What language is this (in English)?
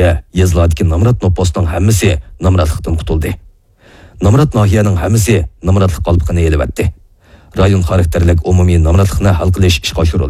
Uyghur